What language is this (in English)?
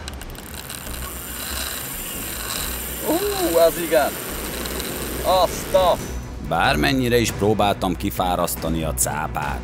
Hungarian